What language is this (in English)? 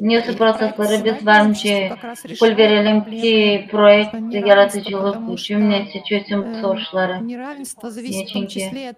Gagauz